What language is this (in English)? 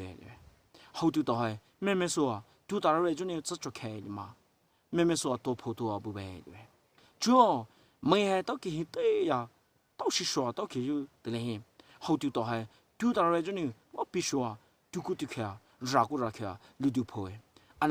Poumei Naga